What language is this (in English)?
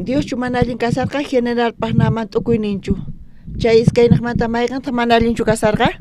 South Bolivian Quechua